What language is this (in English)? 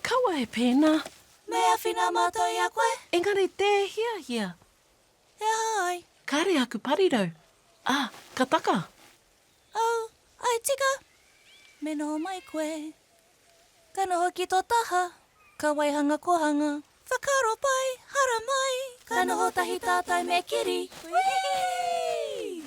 Māori